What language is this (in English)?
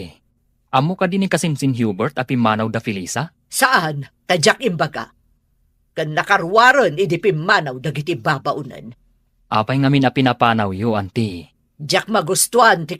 Iloko